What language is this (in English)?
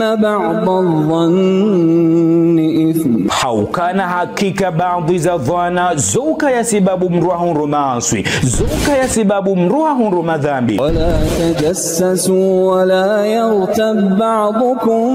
Ngazidja Comorian